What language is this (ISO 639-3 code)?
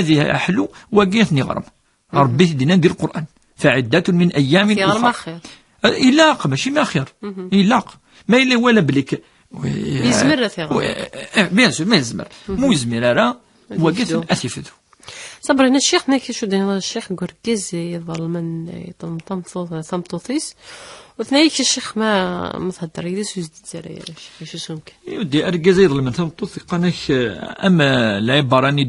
kab